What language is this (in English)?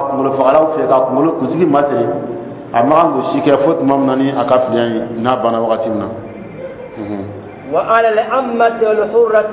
Dyula